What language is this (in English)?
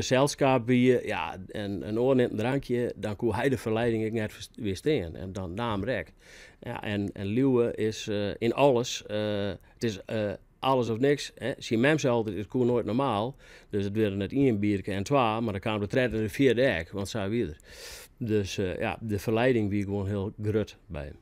Western Frisian